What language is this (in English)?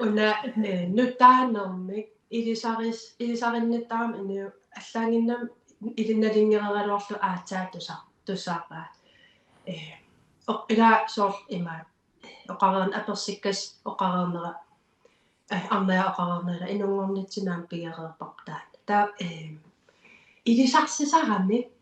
Kalaallisut